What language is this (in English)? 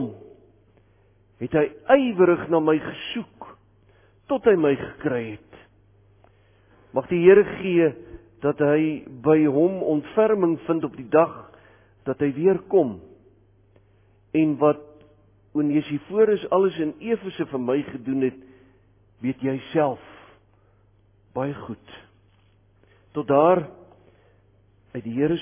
Afrikaans